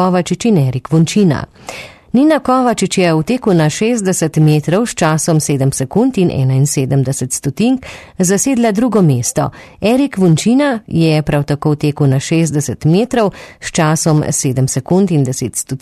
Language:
Slovenian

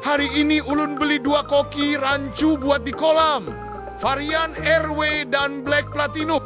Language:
Banjar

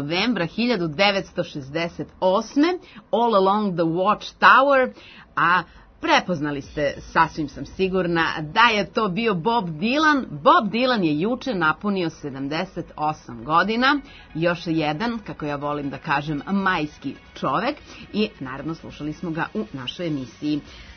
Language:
Serbian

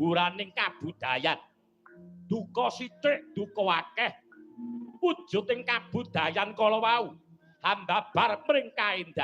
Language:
Javanese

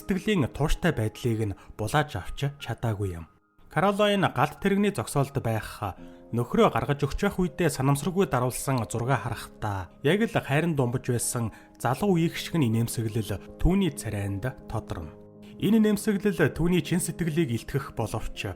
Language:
Mongolian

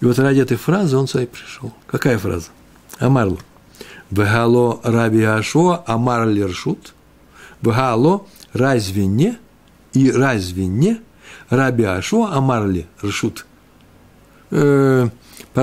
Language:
Russian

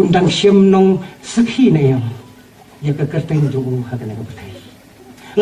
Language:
Khasi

